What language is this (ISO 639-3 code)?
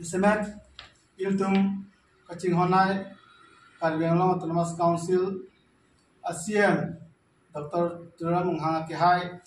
mjw